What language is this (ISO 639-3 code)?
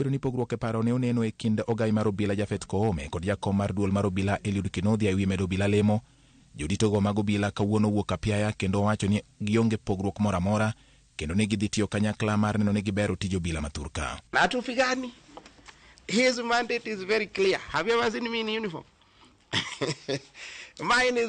luo